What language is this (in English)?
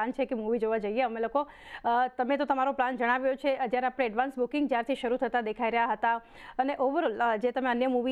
Gujarati